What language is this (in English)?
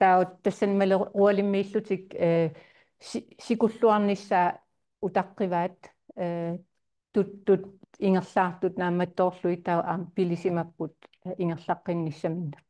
Kalaallisut